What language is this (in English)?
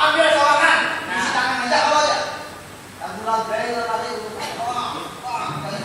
Banjar